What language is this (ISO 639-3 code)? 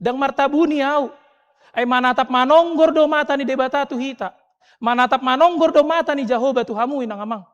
bbc